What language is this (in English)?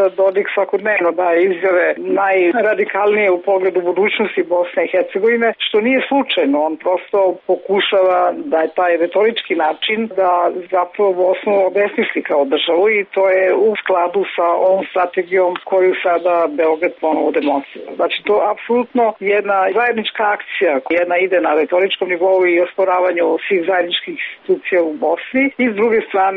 Serbian